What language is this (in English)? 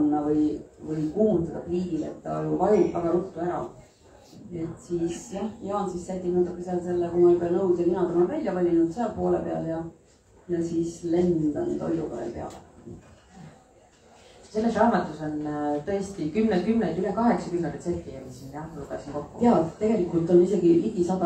Estonian